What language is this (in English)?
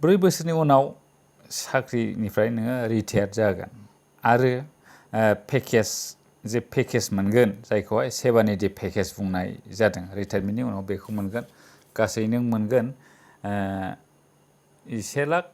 Bodo